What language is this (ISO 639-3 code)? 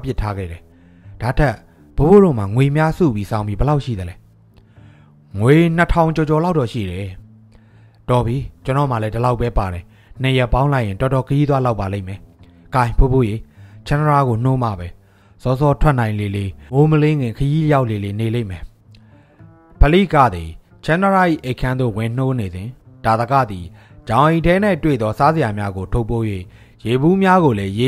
mya